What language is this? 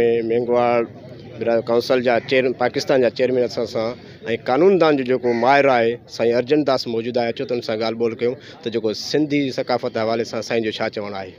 Sindhi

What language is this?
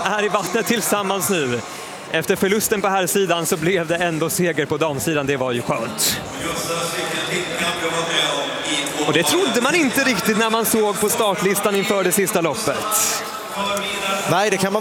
Swedish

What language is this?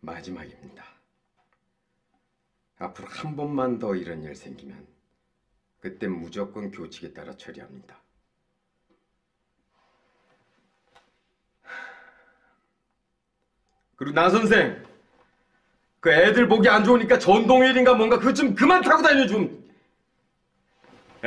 Korean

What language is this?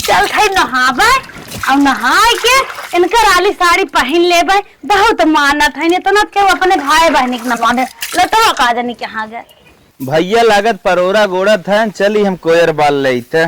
Awadhi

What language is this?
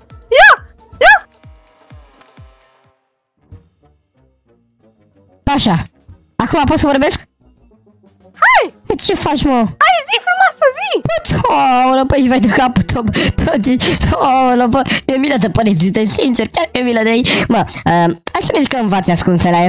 Romanian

